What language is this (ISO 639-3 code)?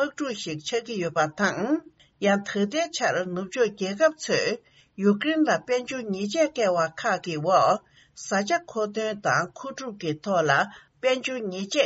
bod